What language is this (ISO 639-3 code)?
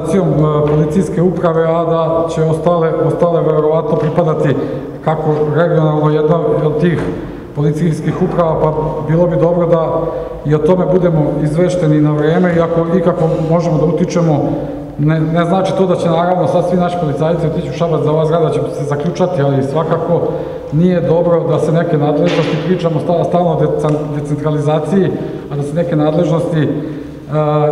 srp